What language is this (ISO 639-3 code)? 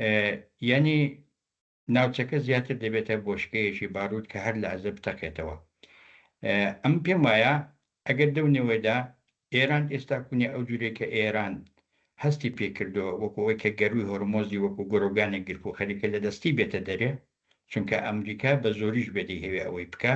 ckb